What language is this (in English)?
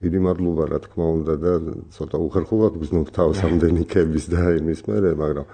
Georgian